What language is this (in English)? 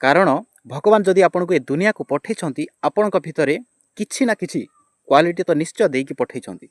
Odia